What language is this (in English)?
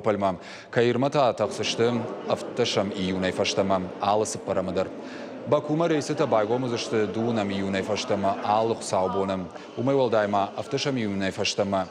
Ossetic